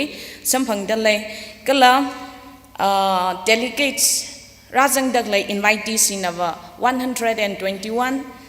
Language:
Tangkhul Naga (India)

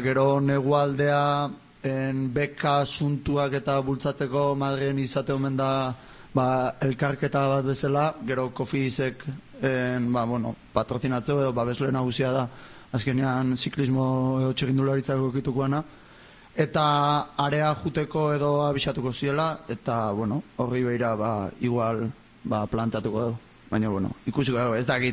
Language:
Basque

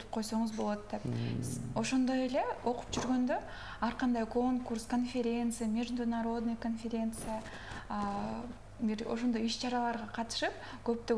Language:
Kyrgyz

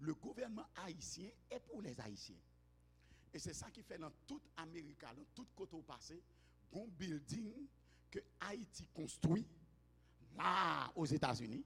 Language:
Haitian Creole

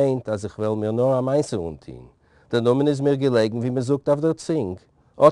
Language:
Yiddish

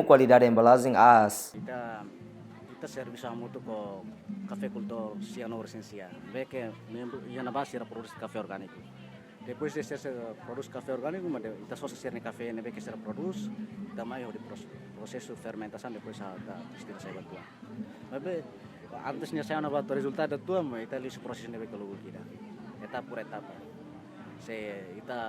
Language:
Tetum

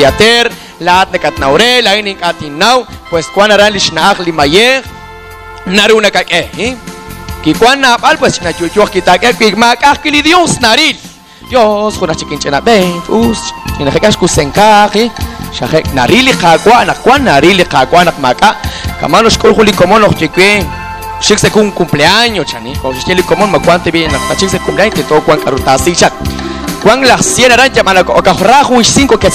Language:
Kekchí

